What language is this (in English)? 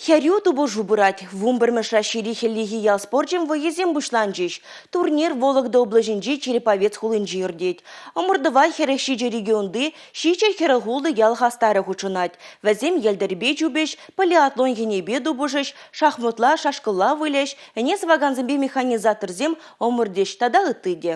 Chuvash